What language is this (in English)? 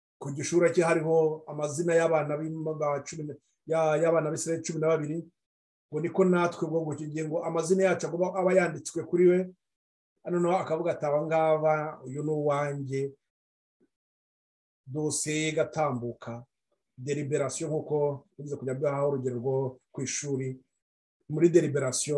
Kinyarwanda